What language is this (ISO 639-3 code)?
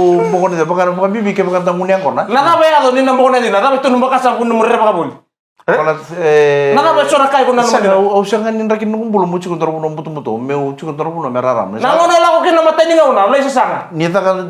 fij